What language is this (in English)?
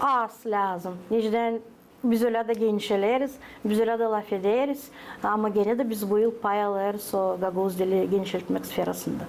Gagauz